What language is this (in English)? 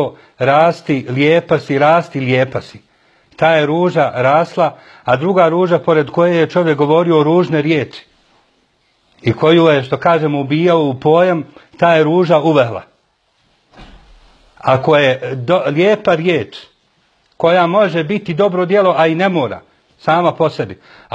Bosnian